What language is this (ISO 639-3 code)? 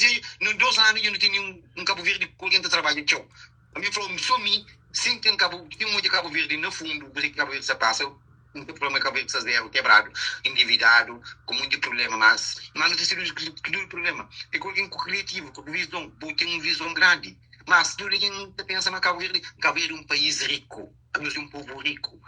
kea